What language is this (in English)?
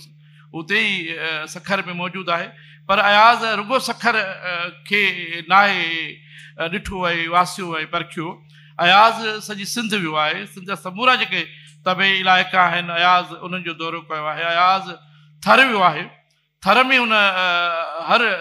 Sindhi